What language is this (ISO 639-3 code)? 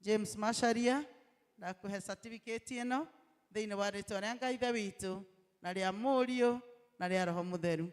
kik